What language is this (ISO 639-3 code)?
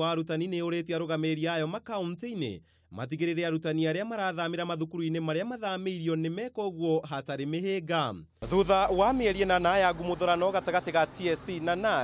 kik